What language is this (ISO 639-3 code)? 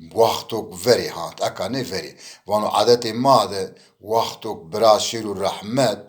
zza